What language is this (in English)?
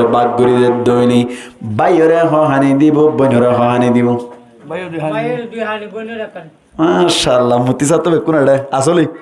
Rohingya